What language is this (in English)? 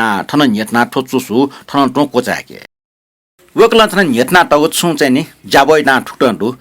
Newari